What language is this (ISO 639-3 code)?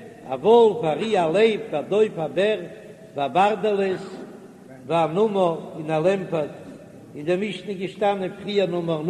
yid